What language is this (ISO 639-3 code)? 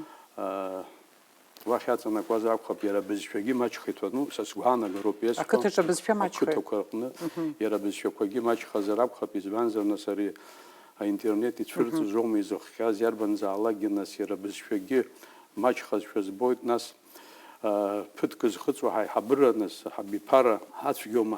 abk